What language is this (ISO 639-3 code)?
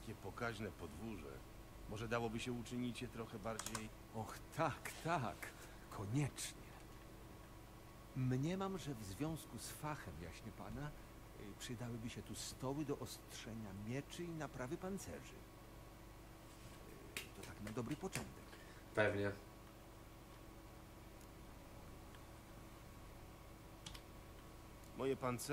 pol